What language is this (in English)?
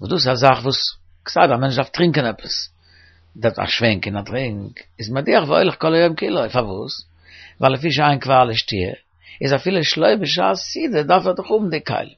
Yiddish